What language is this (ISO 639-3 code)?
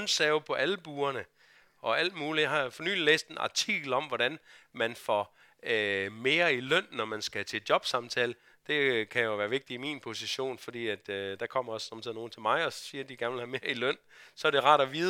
dan